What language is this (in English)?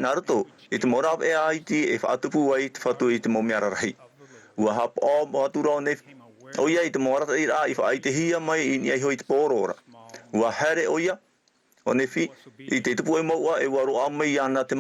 Tahitian